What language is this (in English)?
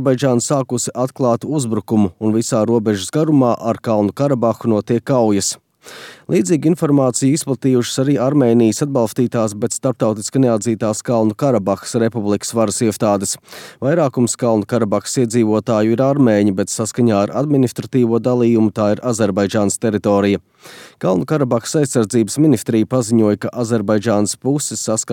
Latvian